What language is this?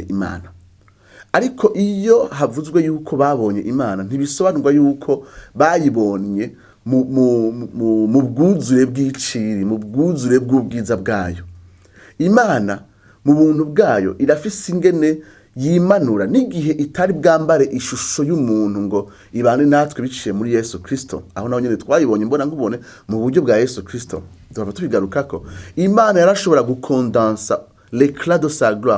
Rundi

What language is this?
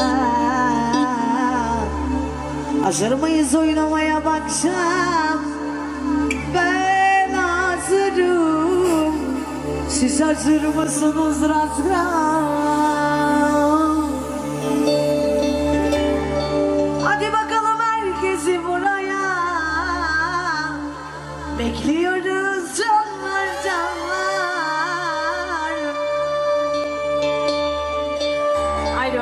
Turkish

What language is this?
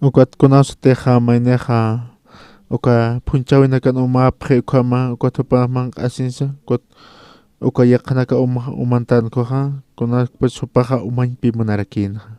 Aymara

